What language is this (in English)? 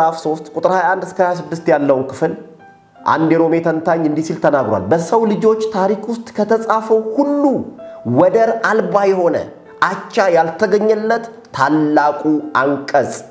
Amharic